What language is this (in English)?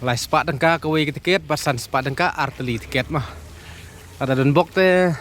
Khasi